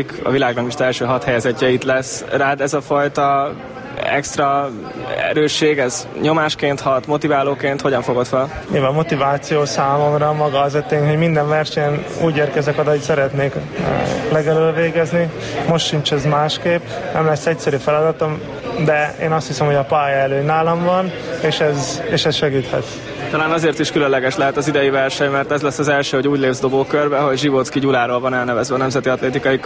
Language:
Hungarian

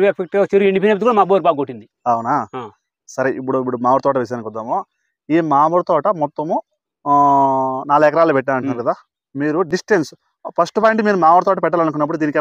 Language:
Telugu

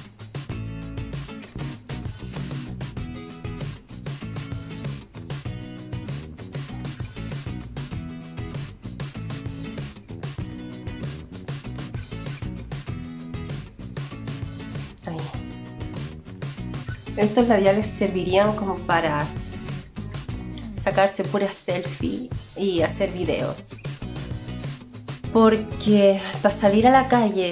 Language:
Spanish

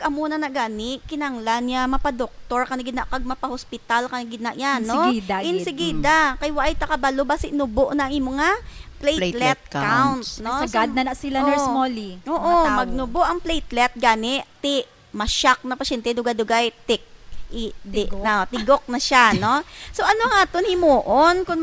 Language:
Hiligaynon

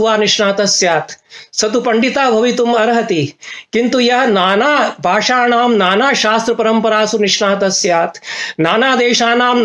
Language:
Sanskrit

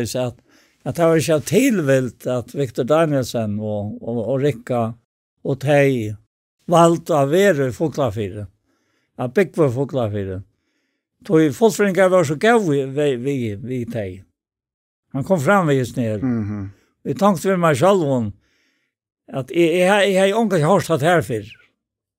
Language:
Faroese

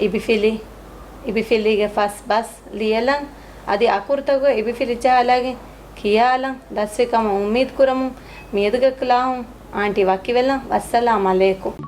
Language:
Divehi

